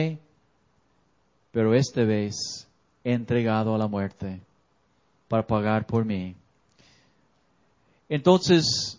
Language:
Spanish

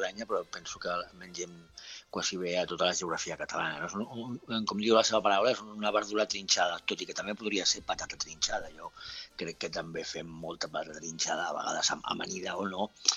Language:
Catalan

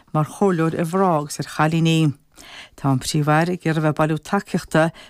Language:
Irish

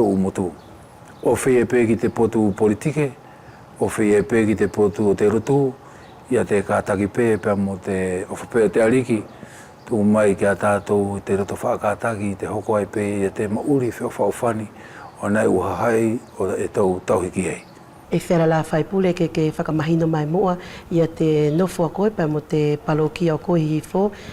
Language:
Wallisian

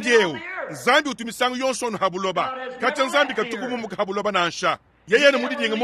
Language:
Luba-Lulua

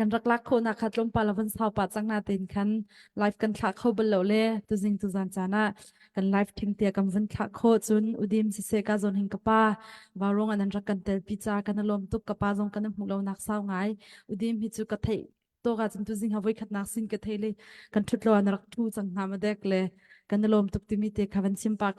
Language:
Hakha Chin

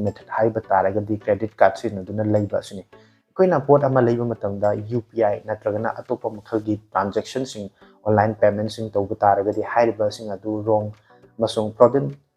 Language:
Manipuri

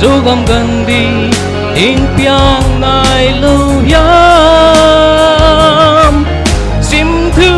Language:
Paite Chin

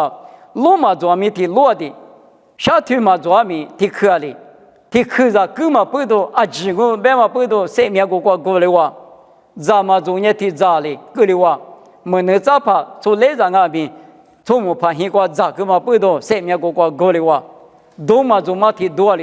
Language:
Lisu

